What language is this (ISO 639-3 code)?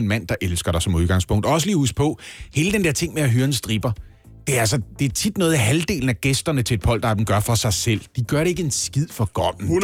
dan